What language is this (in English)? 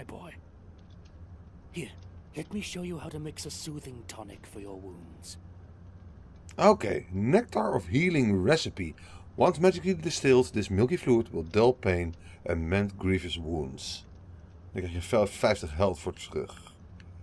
Dutch